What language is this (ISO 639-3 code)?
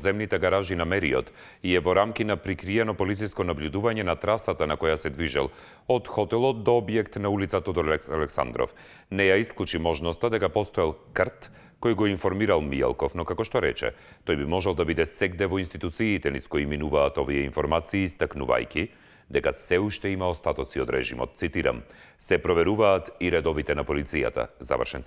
mkd